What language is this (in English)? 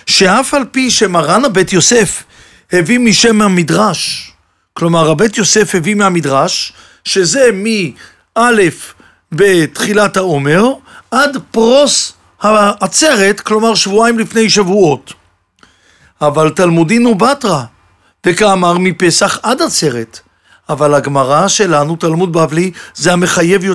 Hebrew